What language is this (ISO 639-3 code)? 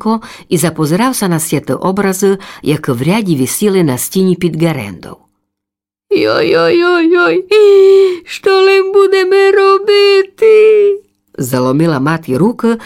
rue